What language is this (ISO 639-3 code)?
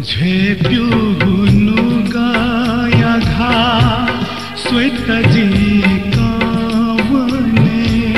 new